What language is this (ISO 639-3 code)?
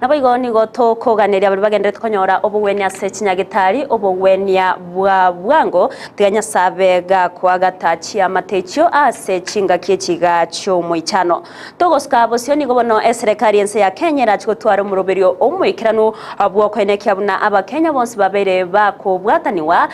guz